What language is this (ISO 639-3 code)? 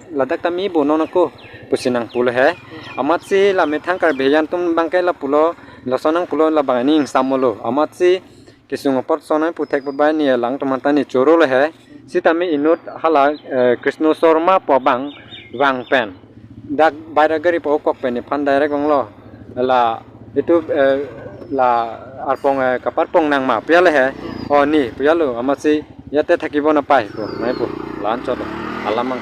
mjw